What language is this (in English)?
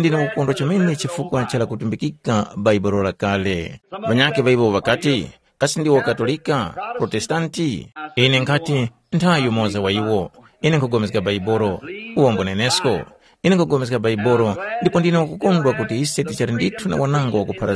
Tumbuka